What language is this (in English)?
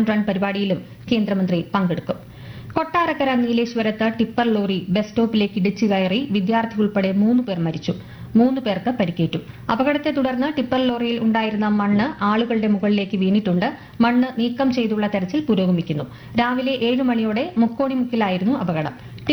Malayalam